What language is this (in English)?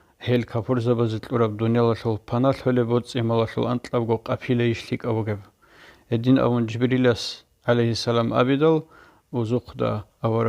Avaric